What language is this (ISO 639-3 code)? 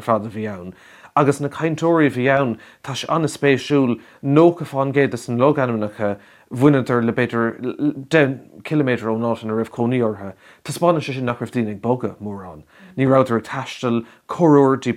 gle